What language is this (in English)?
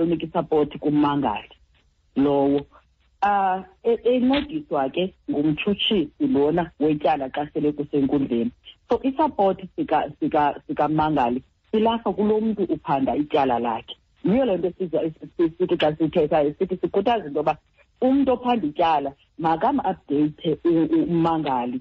Xhosa